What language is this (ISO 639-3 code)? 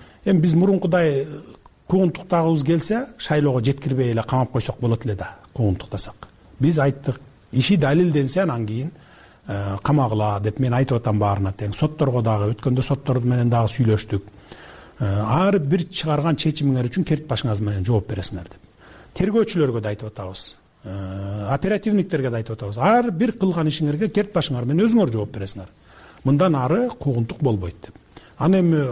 kir